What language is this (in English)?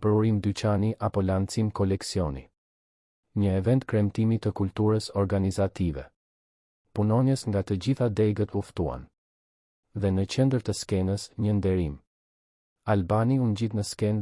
Albanian